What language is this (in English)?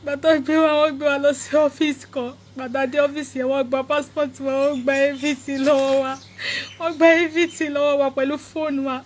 Yoruba